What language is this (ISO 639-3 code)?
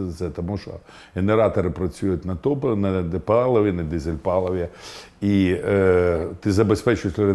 ukr